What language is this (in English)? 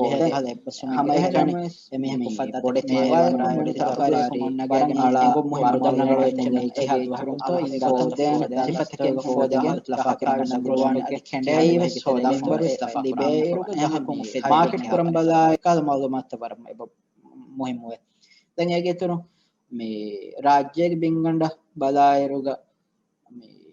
Divehi